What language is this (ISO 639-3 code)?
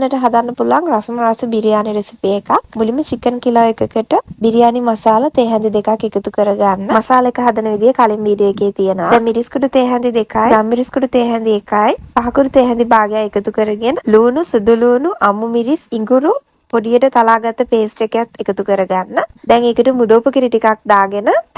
sin